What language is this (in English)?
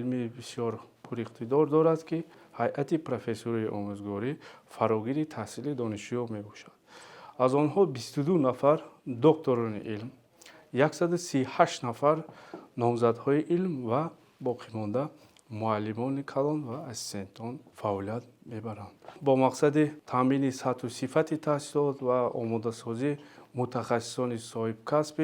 Tajik